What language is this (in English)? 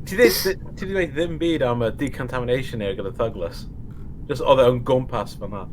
Welsh